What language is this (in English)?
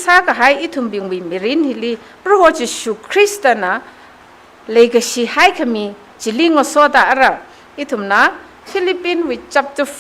Tangkhul Naga (India)